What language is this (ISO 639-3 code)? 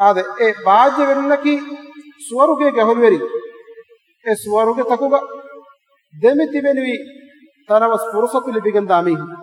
div